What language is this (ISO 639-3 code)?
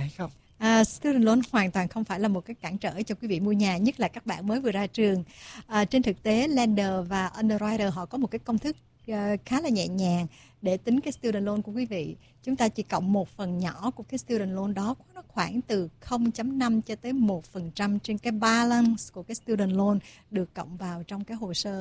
vie